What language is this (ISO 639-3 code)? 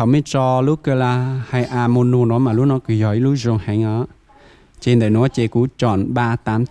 hmn